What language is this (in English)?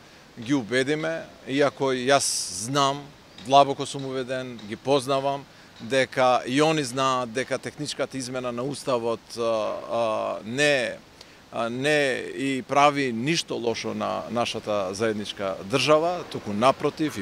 Macedonian